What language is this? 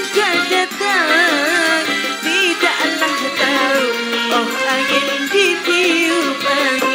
Betawi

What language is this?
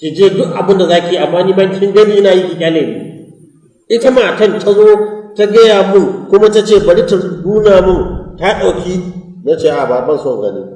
Hausa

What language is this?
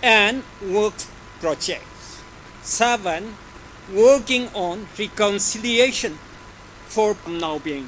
Tangkhul Naga (India)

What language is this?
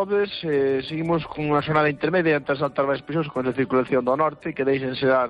Galician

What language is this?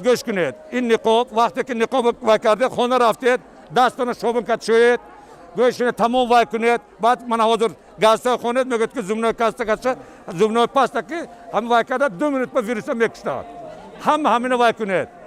Tajik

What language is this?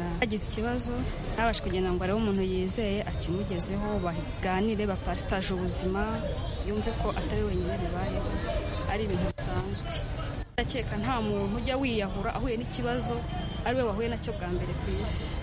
Kinyarwanda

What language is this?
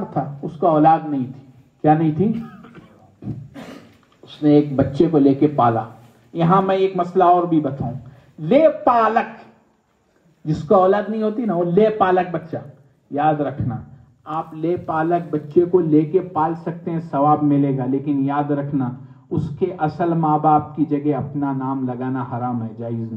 Urdu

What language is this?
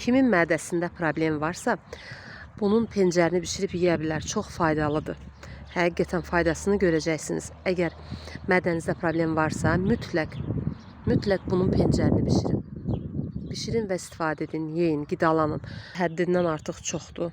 Azerbaijani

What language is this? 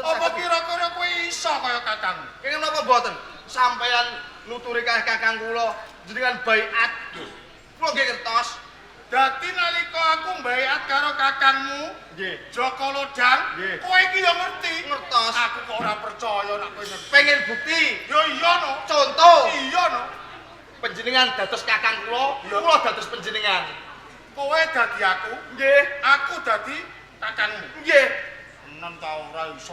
Javanese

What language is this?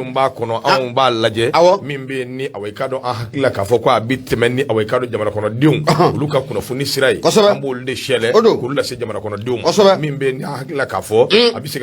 Bambara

